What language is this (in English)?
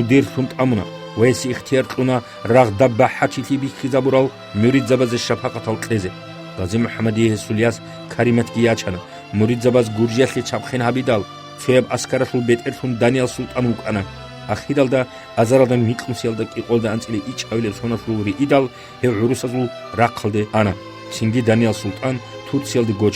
Avaric